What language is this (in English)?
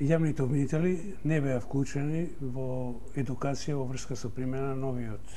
Macedonian